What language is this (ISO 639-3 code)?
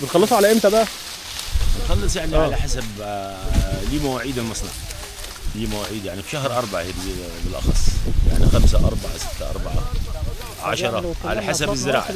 arz